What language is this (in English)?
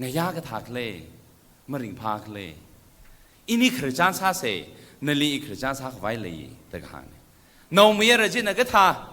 Tangkhul Naga (India)